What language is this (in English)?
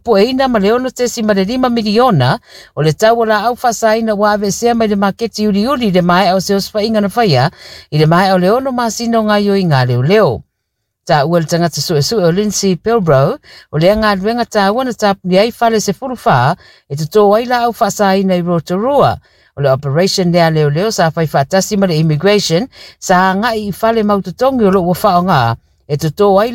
Samoan